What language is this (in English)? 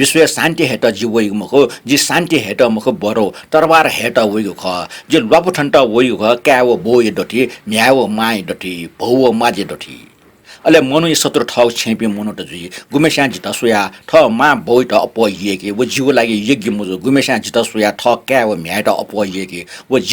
Newari